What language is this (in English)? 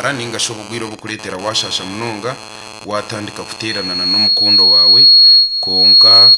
Nyankole